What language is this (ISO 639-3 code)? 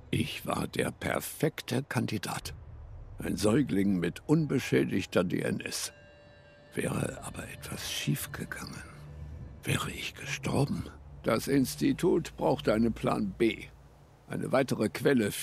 deu